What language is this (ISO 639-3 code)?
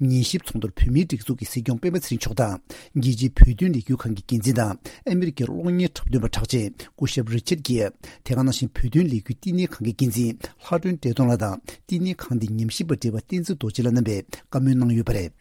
bod